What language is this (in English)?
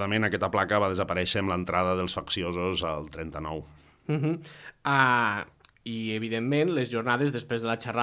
Catalan